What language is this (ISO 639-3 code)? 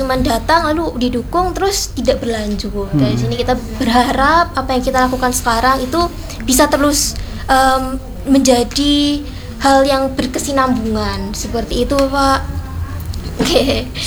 ind